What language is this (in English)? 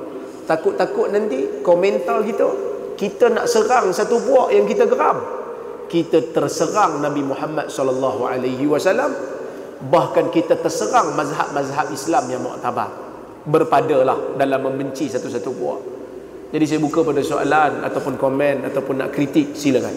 Malay